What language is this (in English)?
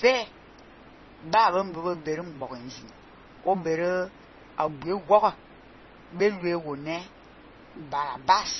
Fang